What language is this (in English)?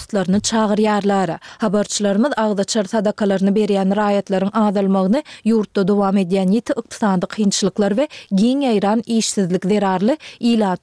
Turkmen